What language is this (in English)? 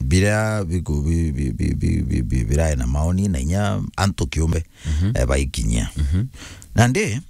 Meru